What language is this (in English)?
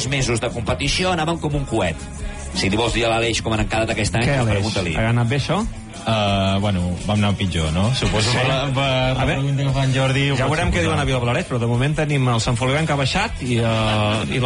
Catalan